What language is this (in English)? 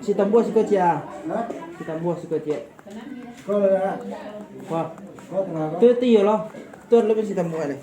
Minangkabau